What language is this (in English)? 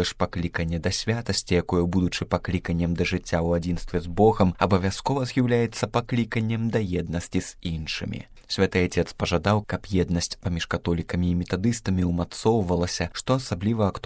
Belarusian